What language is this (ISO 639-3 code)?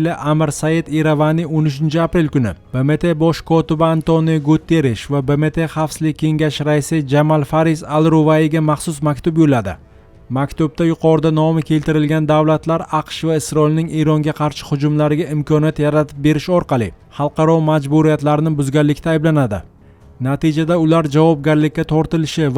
uzb